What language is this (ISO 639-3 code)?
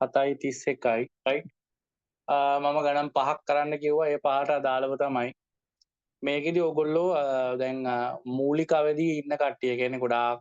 sin